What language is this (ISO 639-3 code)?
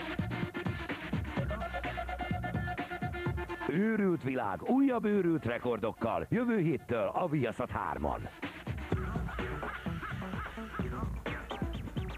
hun